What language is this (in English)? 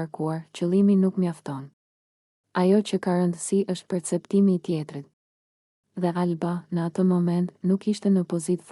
Albanian